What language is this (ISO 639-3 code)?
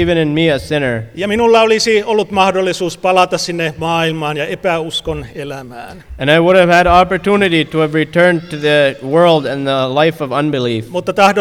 fin